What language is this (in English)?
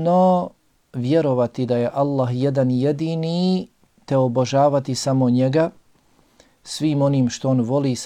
Bosnian